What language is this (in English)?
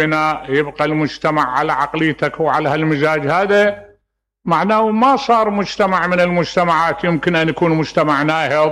Mesopotamian Arabic